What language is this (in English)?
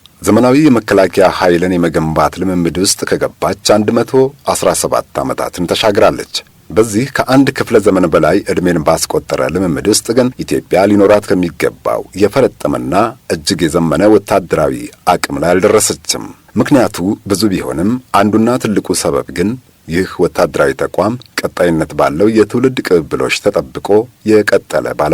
Amharic